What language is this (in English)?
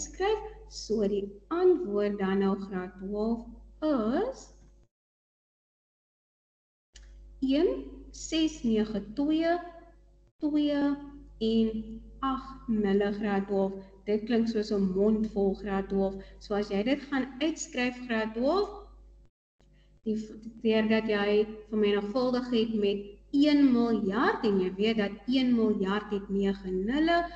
Afrikaans